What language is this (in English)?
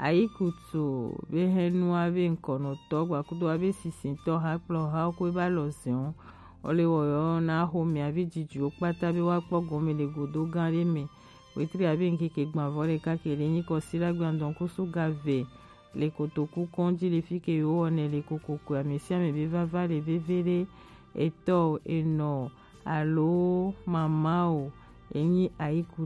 Gen